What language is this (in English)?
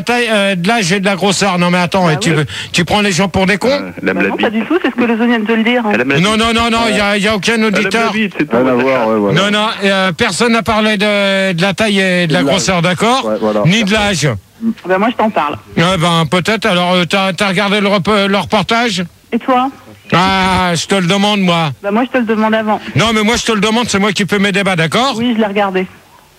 French